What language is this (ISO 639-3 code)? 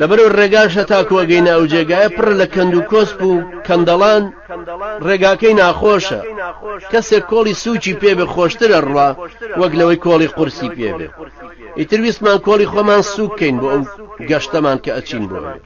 ckb